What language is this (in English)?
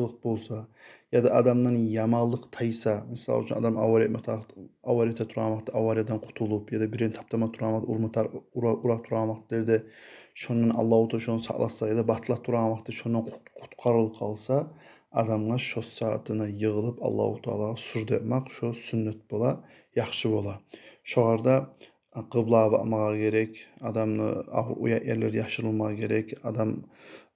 Kumyk